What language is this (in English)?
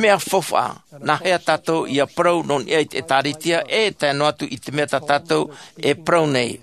Tahitian